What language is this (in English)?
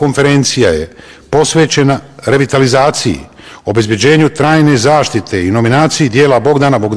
Bosnian